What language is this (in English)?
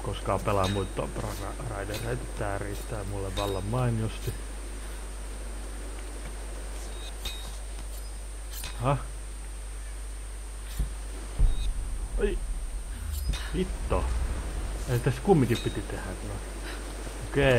Finnish